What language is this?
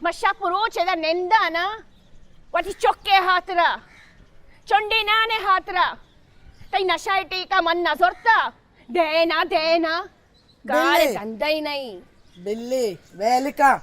Baluchi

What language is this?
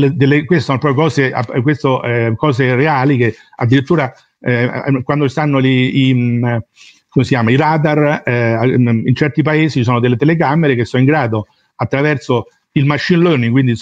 Italian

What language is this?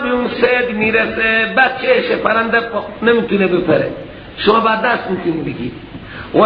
Persian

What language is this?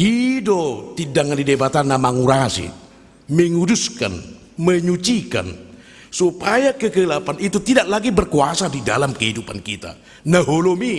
Batak Toba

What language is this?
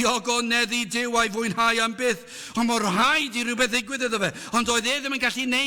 Welsh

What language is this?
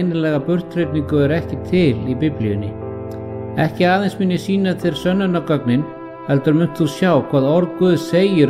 Icelandic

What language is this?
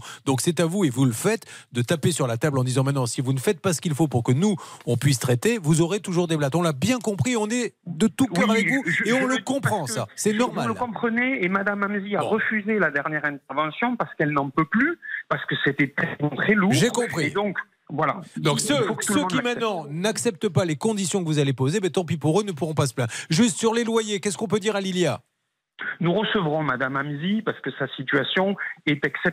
French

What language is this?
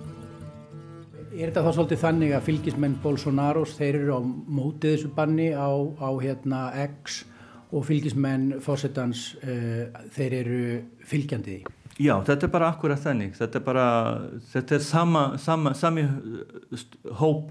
Icelandic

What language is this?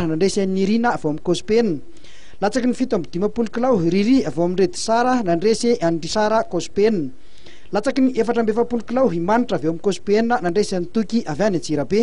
Malagasy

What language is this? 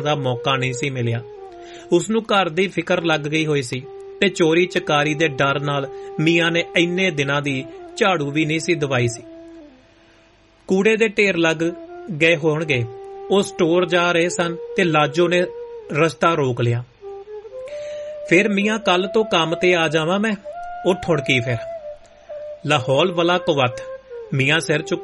Punjabi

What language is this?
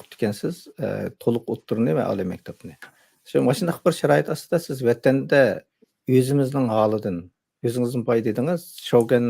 Uyghur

